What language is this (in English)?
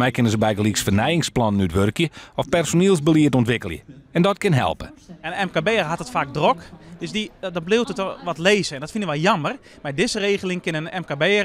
Western Frisian